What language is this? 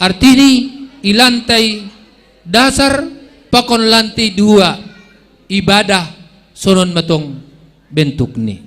Batak Simalungun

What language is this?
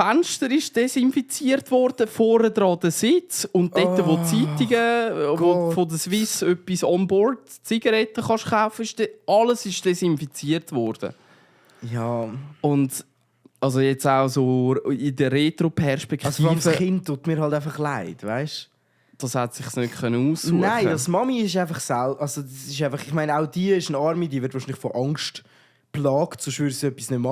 Swiss German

